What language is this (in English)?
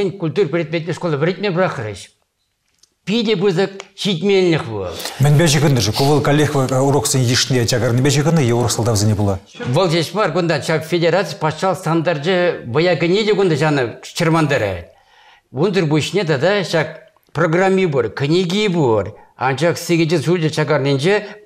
Chuvash